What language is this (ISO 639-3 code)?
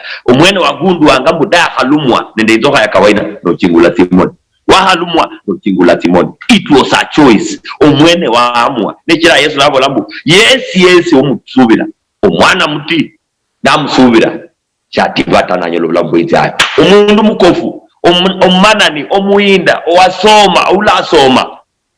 luy